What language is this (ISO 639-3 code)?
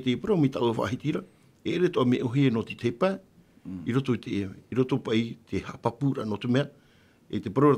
tah